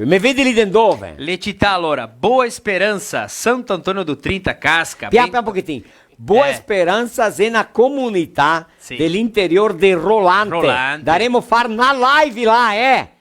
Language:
Venetian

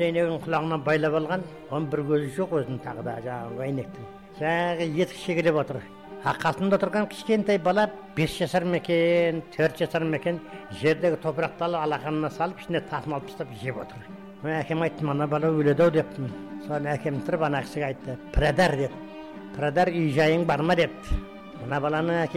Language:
Kazakh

